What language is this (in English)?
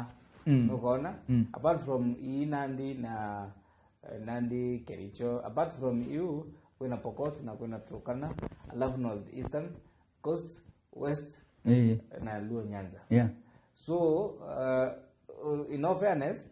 Meru